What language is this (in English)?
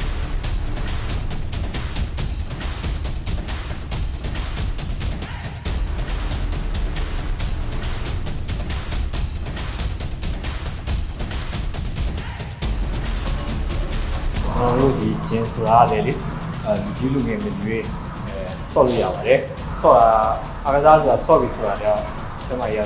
Burmese